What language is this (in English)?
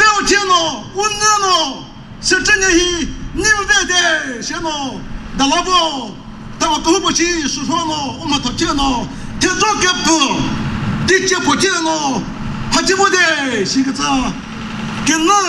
Chokri Naga